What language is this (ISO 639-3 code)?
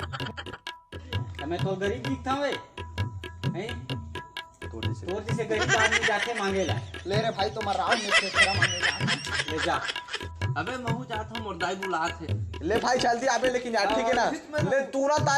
hne